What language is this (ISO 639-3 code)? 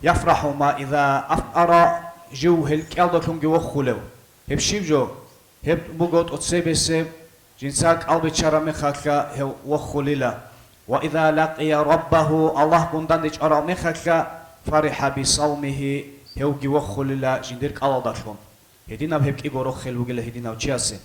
ava